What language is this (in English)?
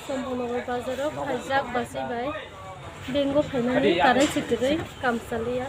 Kok Borok